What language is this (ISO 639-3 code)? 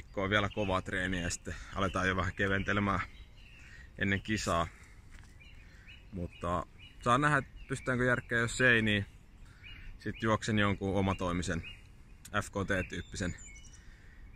fin